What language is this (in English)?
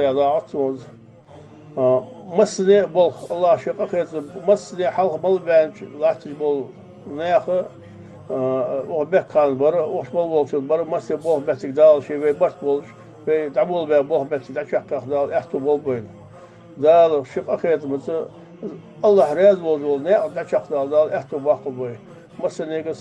Ingush